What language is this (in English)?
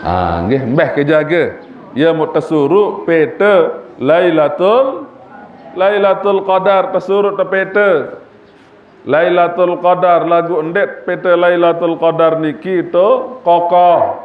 Sasak